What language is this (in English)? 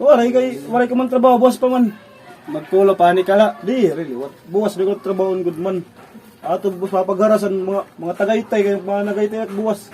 Waray